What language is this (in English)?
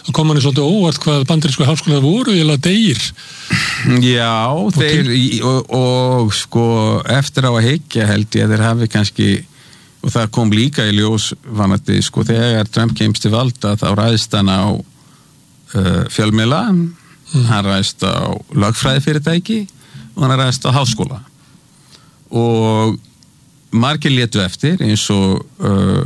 Icelandic